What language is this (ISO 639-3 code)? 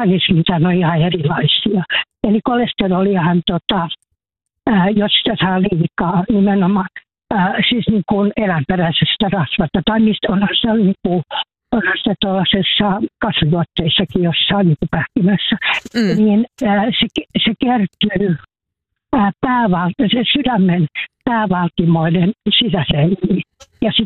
fin